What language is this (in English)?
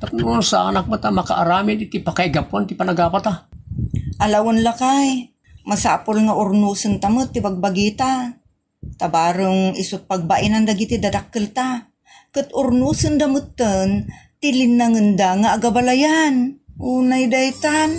Iloko